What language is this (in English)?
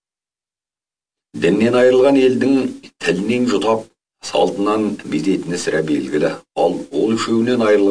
Kazakh